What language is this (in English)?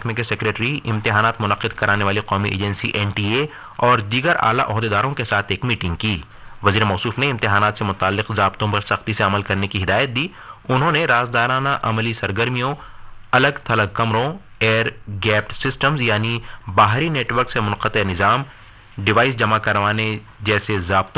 Urdu